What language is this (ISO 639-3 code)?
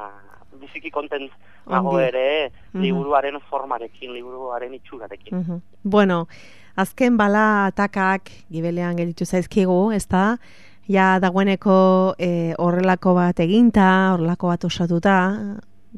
eus